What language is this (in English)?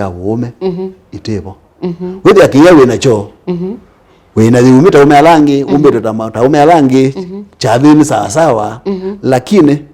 Kamba